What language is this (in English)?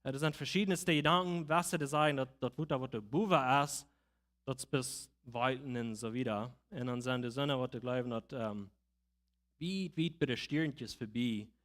Plautdietsch